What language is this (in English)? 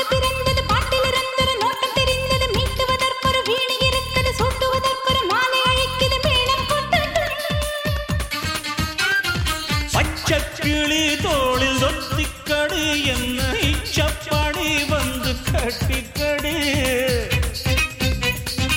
Tamil